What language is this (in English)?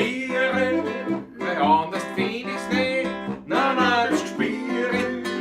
Bavarian